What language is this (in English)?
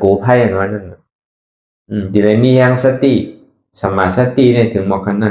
Shan